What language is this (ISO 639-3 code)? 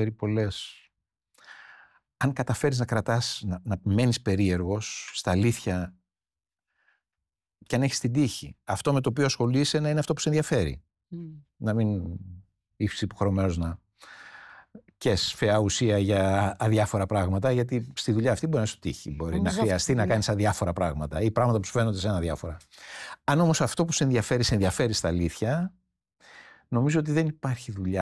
ell